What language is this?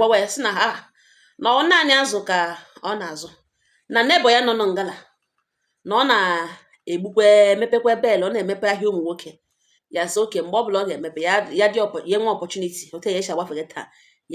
Igbo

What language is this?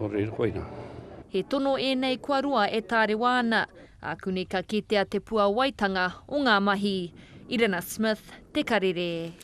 Māori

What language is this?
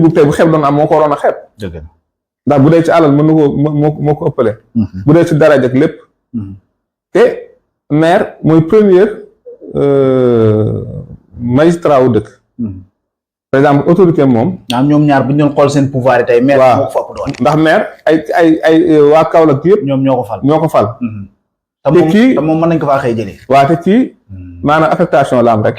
Wolof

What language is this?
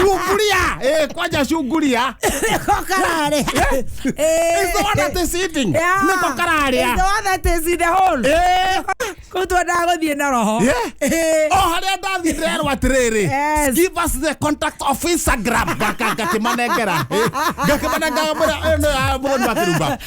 Kikuyu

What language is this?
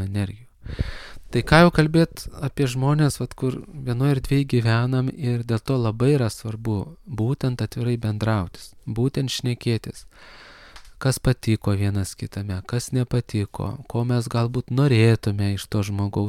Lithuanian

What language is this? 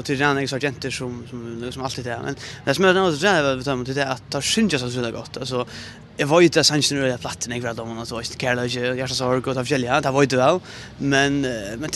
Faroese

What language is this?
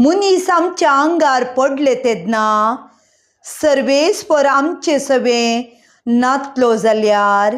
Konkani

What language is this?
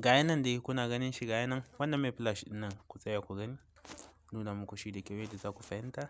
Hausa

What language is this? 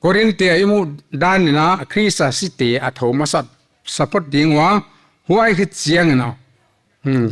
Paite Chin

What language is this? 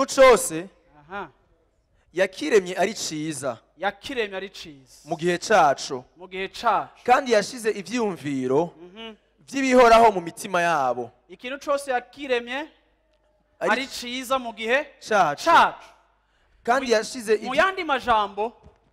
Rundi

